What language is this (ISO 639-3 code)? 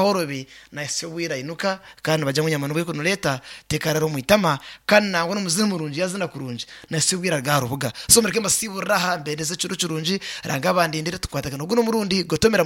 nyn